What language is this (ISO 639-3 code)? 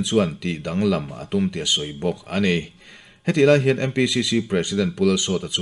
lus